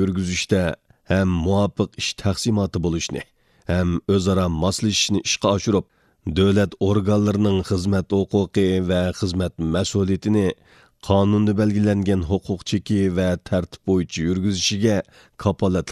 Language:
Uyghur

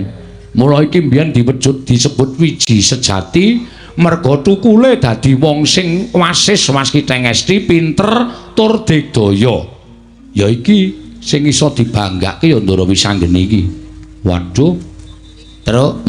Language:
Javanese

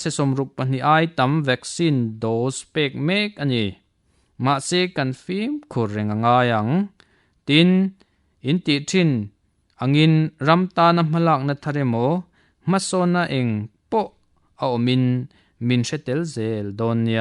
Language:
Mizo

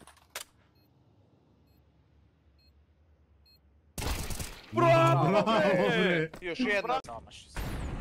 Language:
Serbian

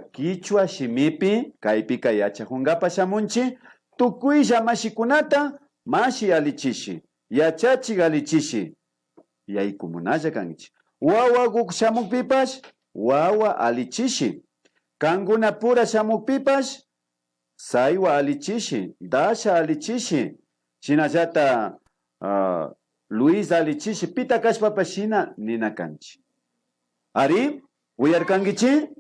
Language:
Imbabura Highland Quichua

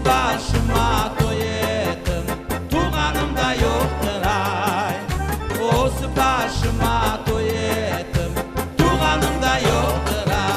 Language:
Crimean Tatar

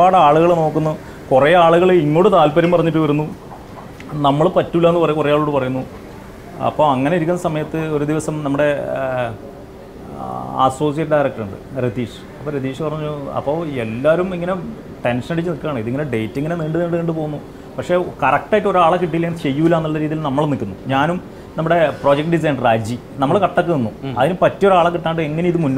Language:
Malayalam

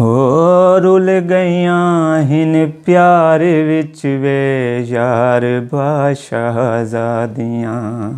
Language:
Saraiki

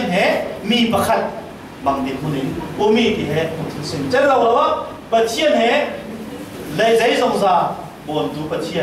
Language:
Falam Chin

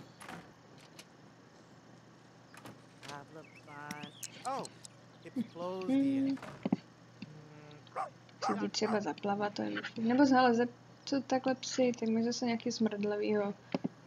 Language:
Czech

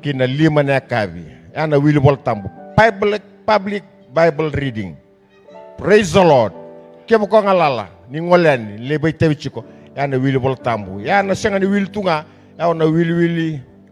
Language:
Fijian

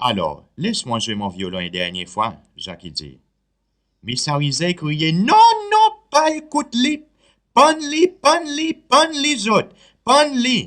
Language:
Seselwa Creole French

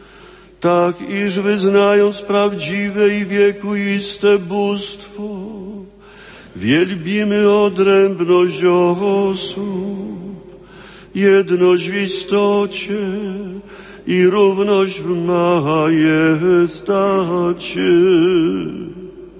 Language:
Polish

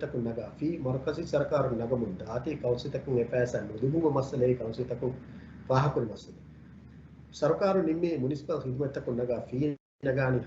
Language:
Divehi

